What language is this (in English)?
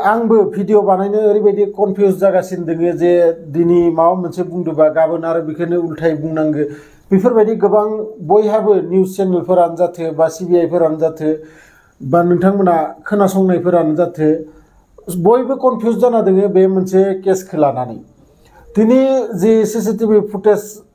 Bodo